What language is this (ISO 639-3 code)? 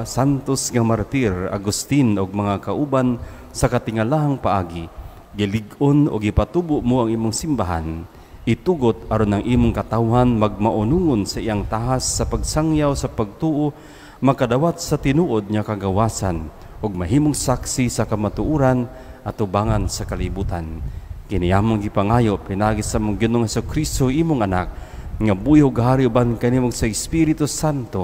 ceb